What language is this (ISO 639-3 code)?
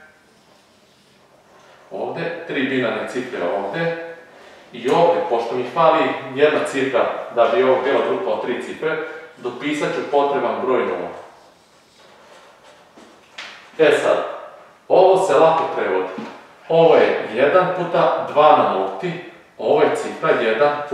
srp